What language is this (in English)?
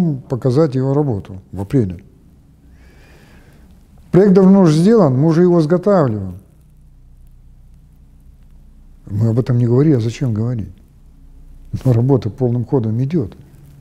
Russian